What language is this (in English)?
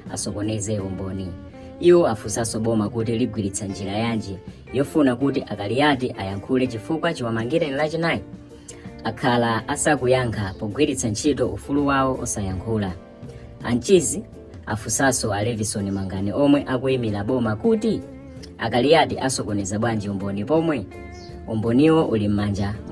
Nyanja